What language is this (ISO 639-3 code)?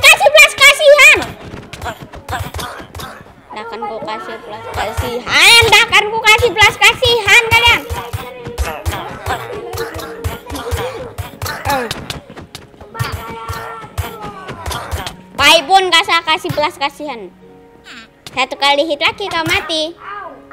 ind